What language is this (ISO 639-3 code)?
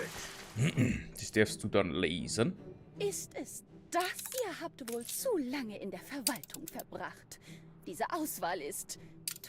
bar